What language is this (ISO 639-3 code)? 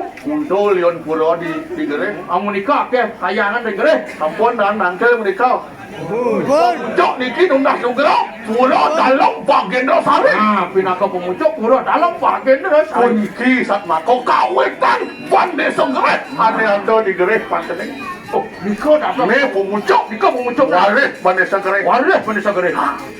ban